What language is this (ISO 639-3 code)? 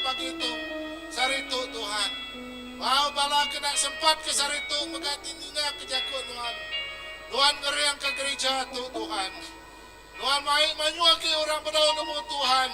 iba